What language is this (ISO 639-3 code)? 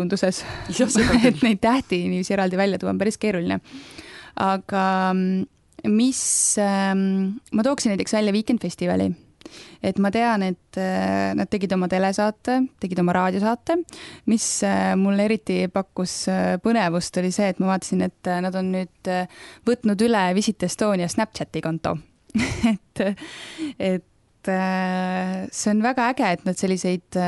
est